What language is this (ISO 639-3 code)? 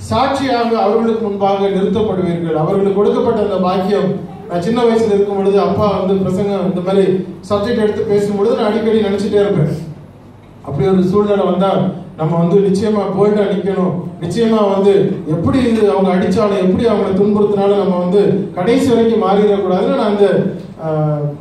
tam